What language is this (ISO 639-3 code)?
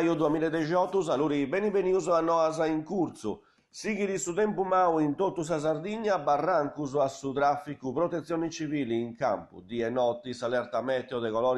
srd